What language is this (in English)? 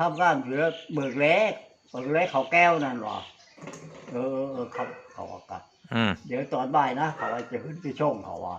Northeastern Thai